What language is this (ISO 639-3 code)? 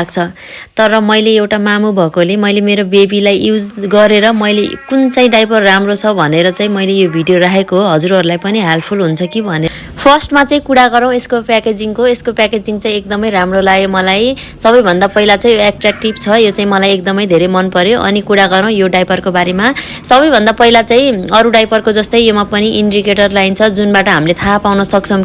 nep